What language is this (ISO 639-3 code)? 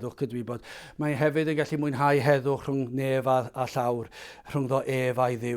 cym